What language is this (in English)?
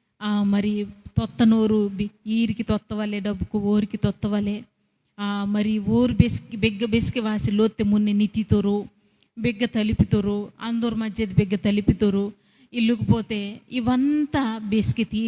Koya